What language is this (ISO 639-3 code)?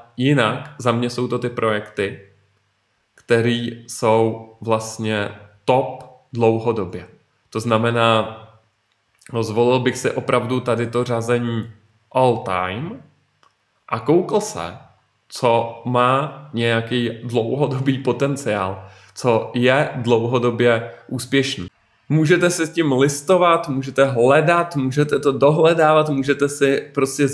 ces